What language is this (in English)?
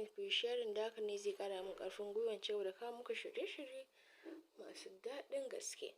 Hausa